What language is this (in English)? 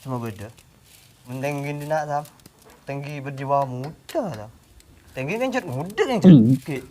Madurese